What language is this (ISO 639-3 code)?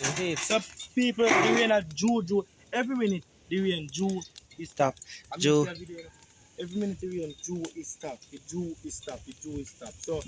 jam